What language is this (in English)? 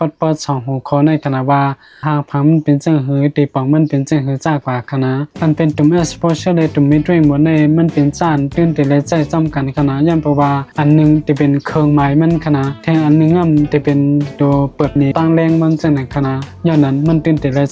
Shan